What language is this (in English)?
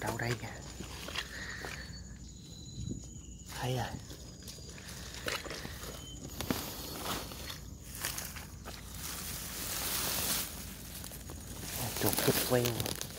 Vietnamese